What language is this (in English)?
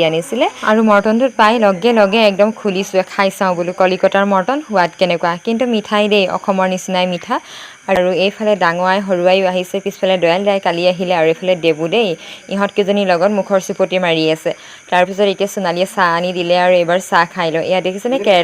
Assamese